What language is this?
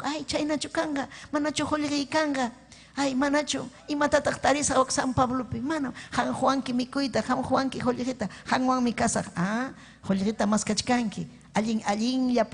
Ayacucho Quechua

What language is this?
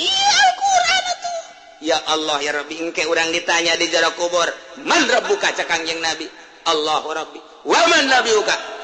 Sundanese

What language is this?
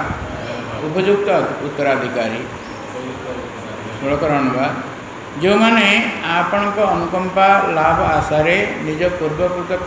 Odia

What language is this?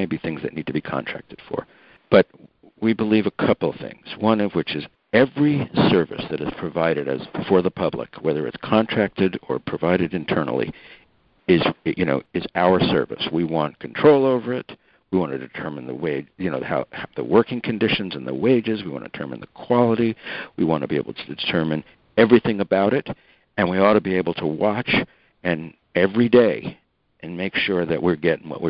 English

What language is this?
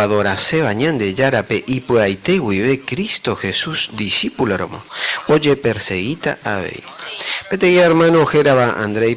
Guarani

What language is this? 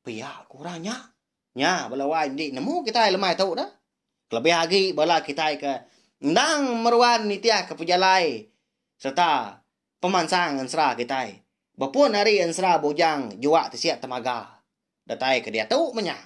Iban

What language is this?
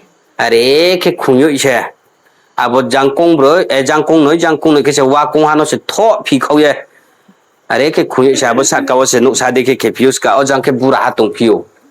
Riang (India)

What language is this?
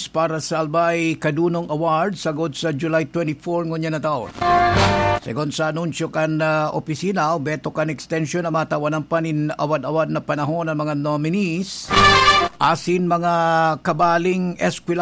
Bikol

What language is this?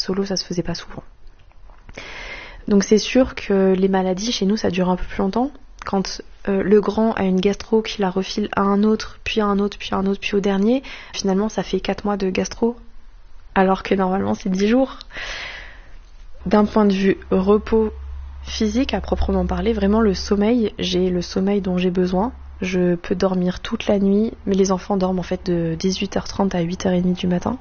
French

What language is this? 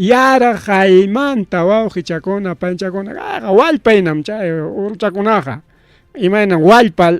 Ayacucho Quechua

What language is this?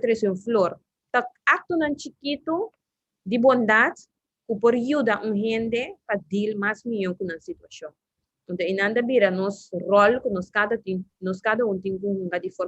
Papiamento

